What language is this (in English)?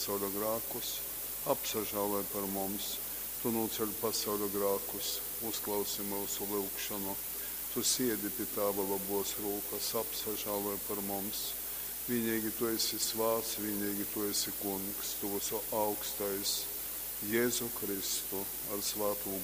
Latgalian